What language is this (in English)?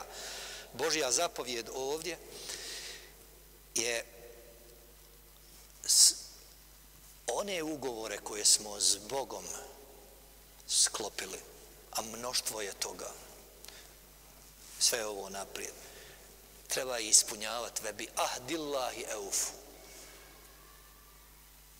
Bosnian